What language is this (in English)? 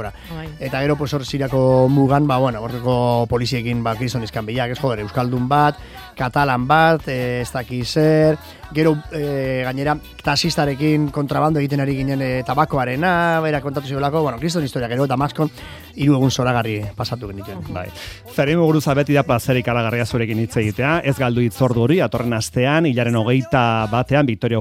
Basque